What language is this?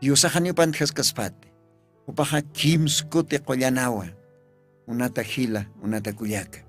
Aymara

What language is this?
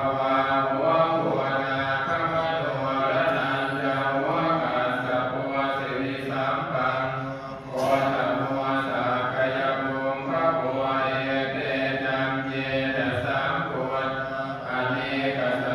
Pali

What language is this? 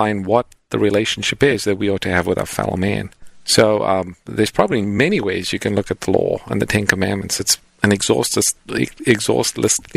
English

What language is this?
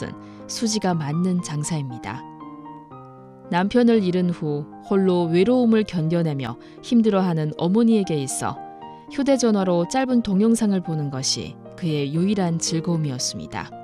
Korean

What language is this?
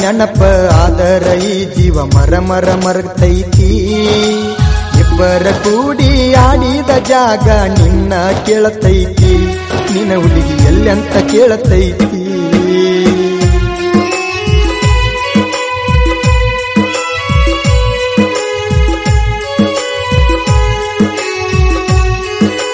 Kannada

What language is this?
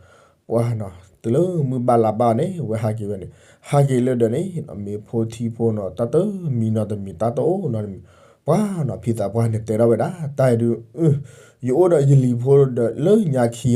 S'gaw Karen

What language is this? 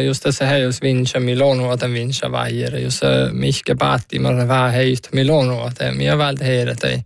Northern Sami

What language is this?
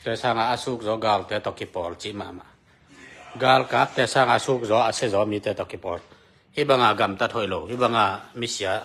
Tedim Chin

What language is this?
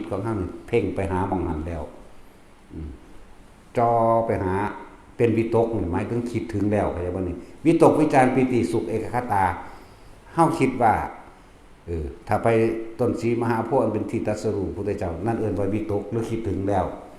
Northeastern Thai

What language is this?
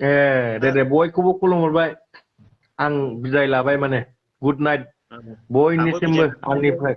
Bodo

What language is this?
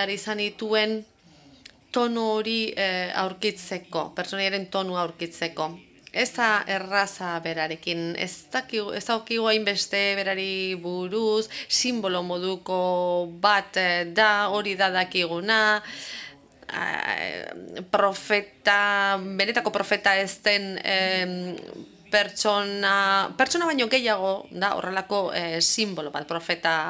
Basque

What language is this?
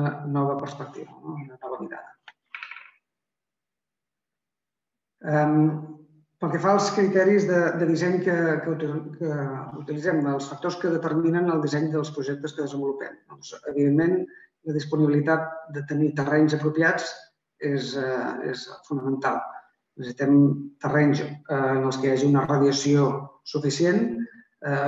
Catalan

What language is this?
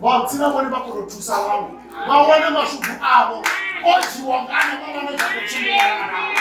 Venda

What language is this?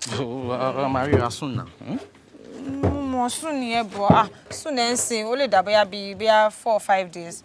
Yoruba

